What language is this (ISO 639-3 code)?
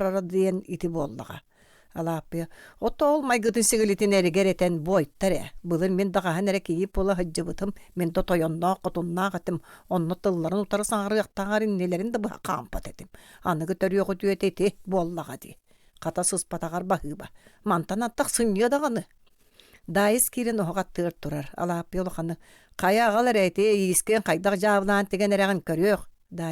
sah